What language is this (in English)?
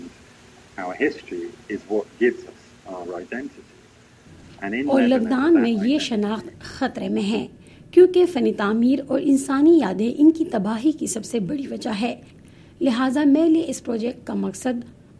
Urdu